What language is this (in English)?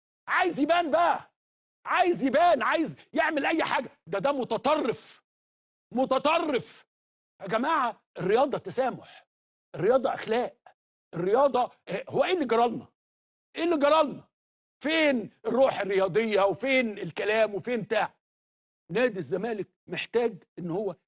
Egyptian Arabic